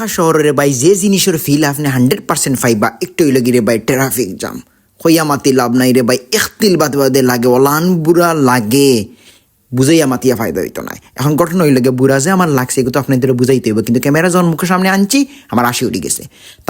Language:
Sylheti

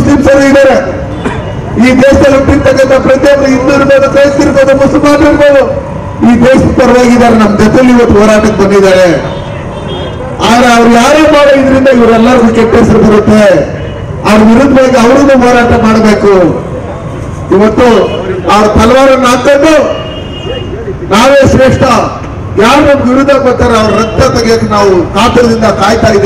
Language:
Kannada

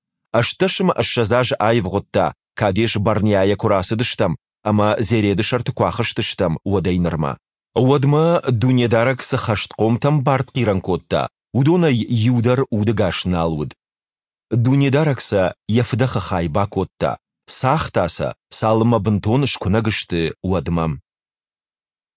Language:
Ossetic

